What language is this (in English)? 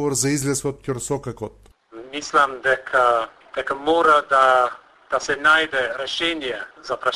Macedonian